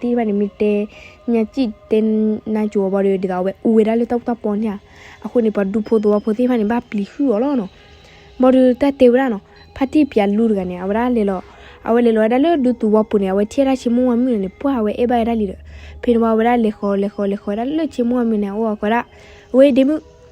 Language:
S'gaw Karen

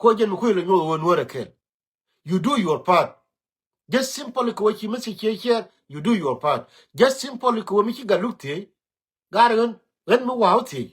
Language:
Nuer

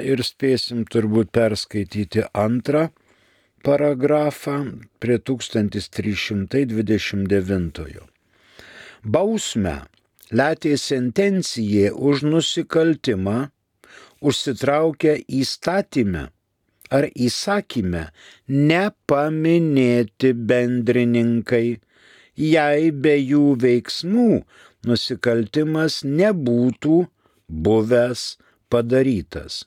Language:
Lithuanian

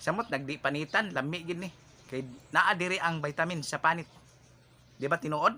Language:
Cebuano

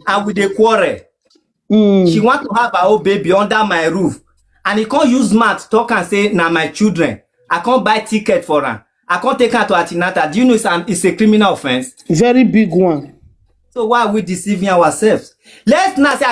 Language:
Nigerian Pidgin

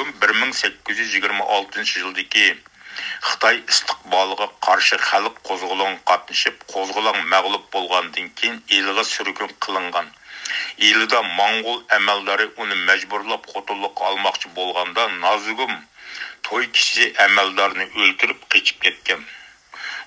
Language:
Uyghur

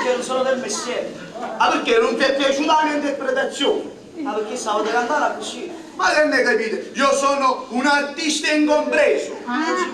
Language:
Neapolitan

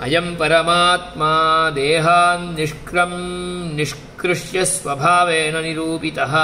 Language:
Sanskrit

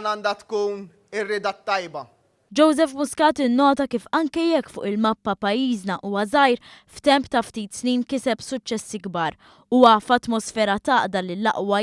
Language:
Maltese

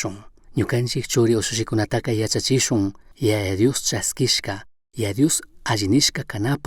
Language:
Chimborazo Highland Quichua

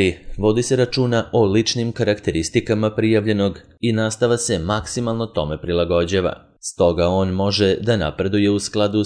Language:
Serbian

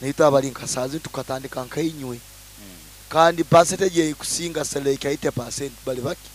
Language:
Nyoro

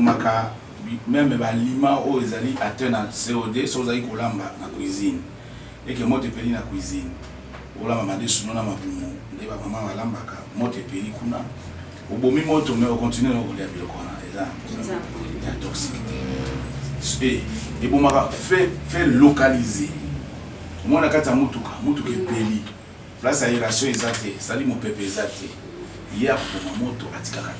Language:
Lingala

